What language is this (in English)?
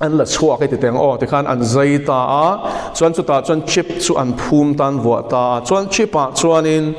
Mizo